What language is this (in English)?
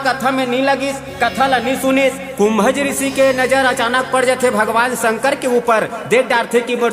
Chhattisgarhi